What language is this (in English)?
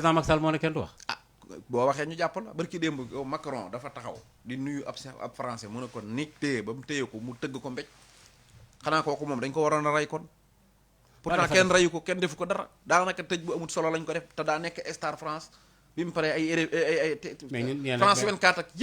Wolof